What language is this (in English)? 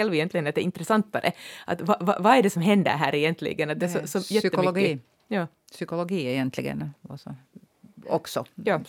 Swedish